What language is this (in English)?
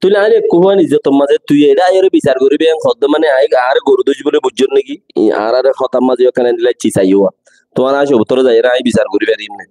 Rohingya